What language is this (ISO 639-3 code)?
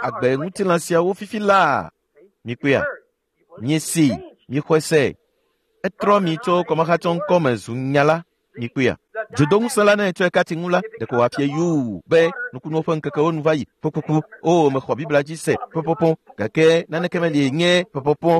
ewe